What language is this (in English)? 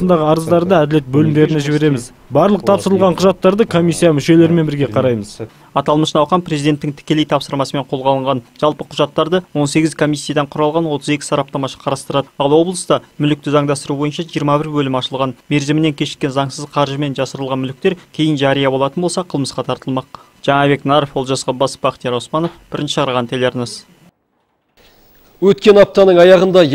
Kazakh